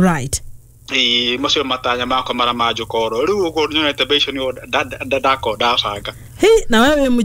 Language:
Kikuyu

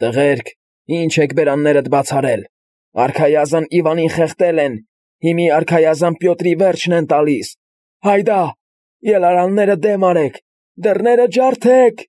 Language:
Armenian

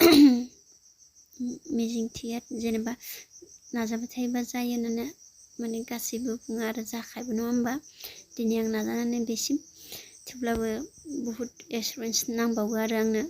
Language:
Bodo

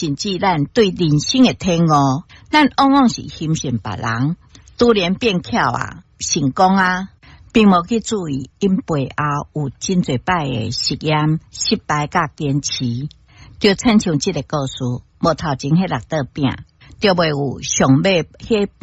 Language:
Min Nan Chinese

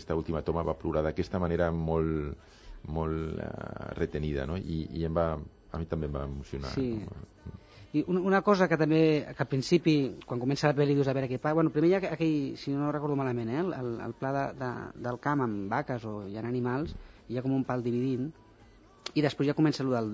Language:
Catalan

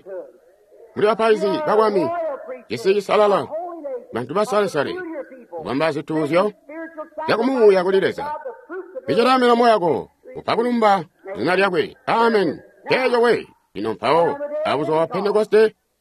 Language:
Tonga (Zambia)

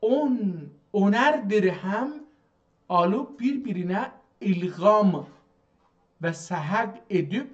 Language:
South Azerbaijani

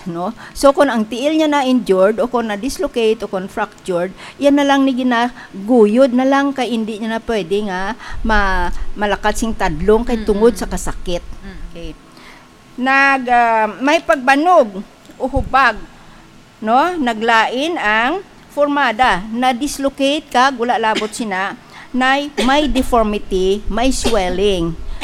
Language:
Hiligaynon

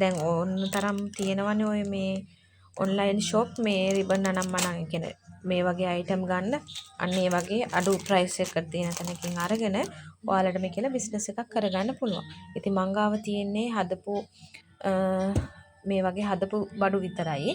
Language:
Sinhala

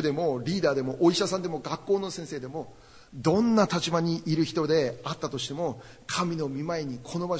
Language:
Japanese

